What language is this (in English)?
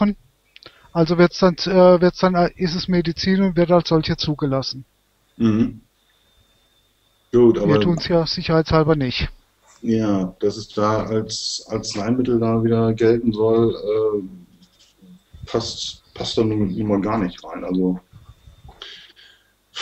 German